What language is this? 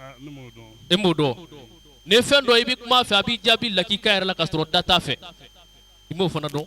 Bambara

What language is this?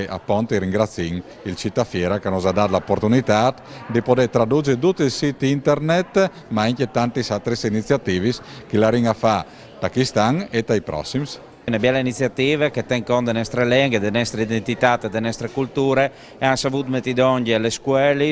Friulian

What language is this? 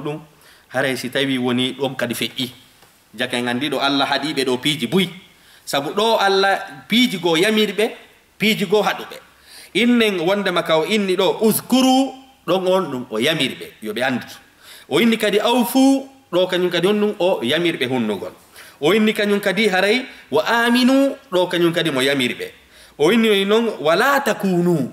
Fula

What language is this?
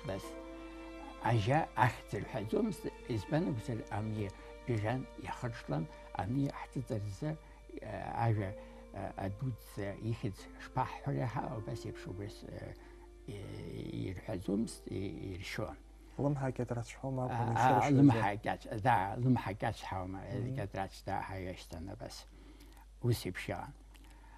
Abkhazian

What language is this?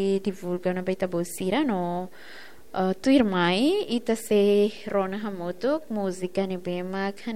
Tetum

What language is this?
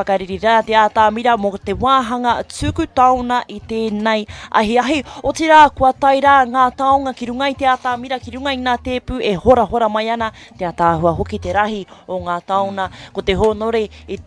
Māori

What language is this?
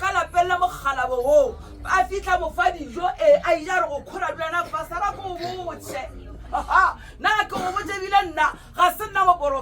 Northern Sotho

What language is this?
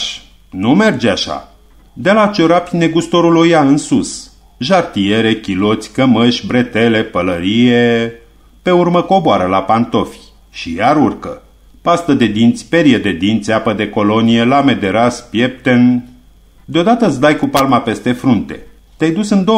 Romanian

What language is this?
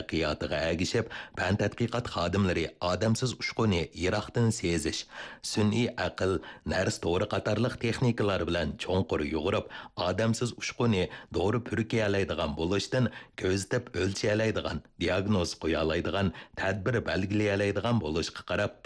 Uyghur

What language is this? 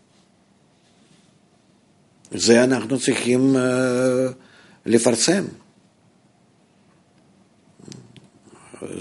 Hebrew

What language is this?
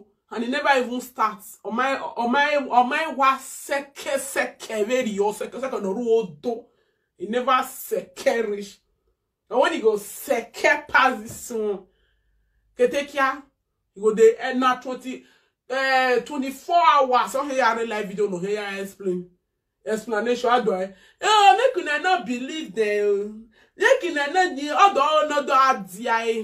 Nigerian Pidgin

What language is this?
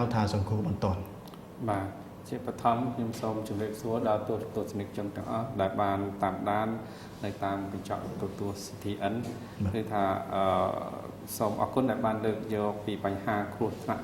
Khmer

